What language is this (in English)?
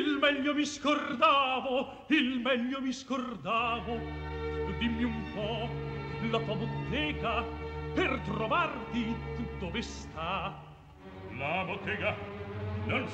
Italian